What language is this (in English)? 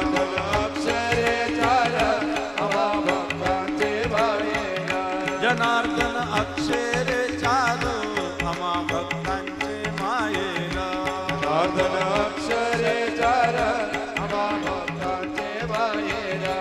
Marathi